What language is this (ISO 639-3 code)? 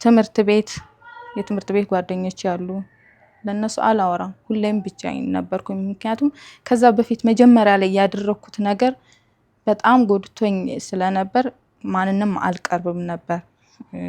amh